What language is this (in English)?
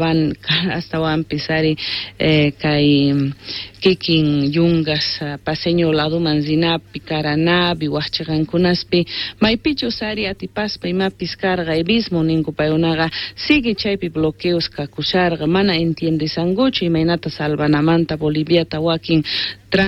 Quechua